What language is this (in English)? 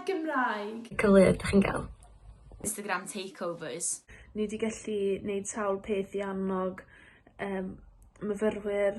Welsh